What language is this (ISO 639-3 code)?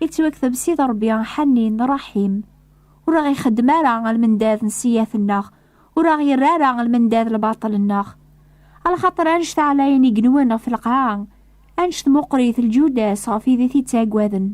kab